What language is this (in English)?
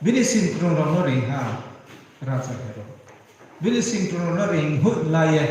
Riang (India)